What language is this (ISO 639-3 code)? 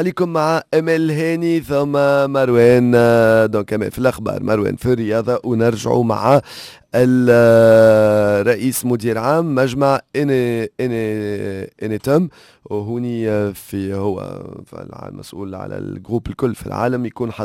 aeb